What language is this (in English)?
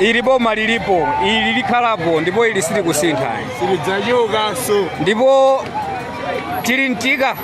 Nyanja